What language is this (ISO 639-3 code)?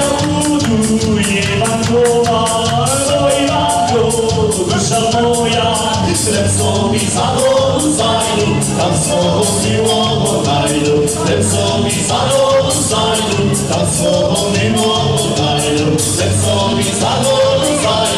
rue